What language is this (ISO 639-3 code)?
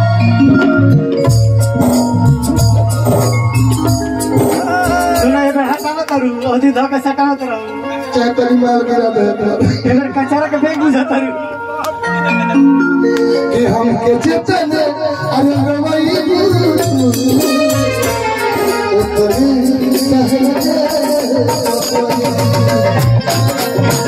bho